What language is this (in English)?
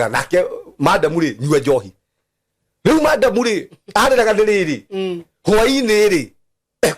Kikuyu